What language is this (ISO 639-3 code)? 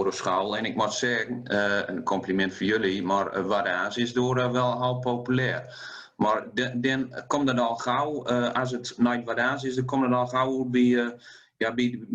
gos